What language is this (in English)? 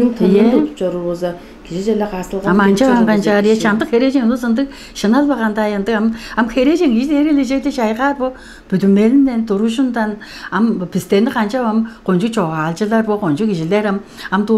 Tuvinian